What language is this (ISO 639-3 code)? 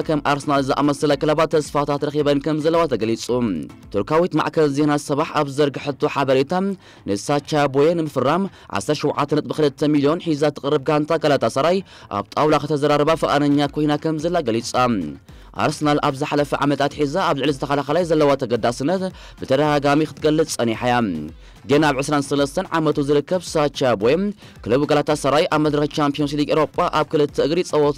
tir